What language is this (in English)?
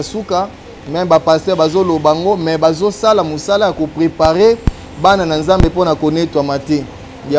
Lingala